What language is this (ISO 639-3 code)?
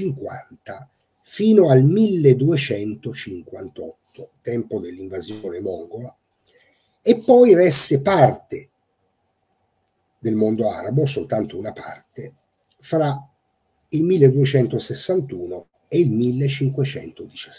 ita